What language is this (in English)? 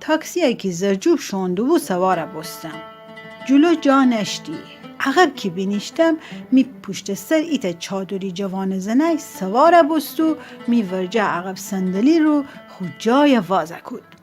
Gilaki